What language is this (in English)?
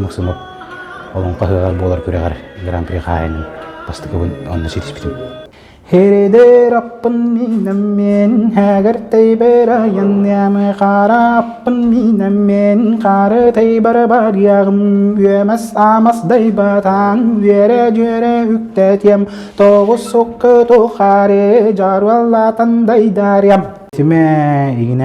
Yakut